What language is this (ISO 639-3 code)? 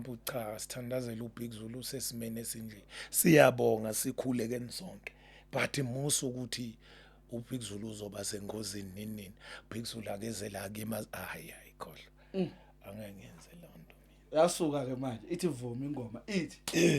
zul